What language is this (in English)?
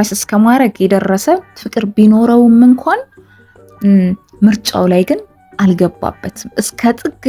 Amharic